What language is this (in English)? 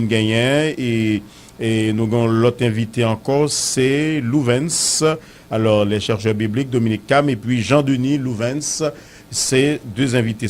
Haitian Creole